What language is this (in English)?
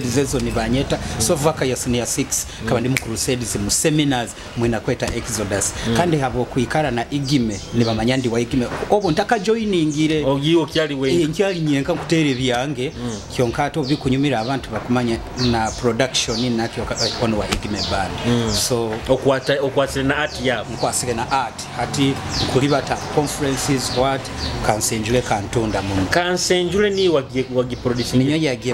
Nyoro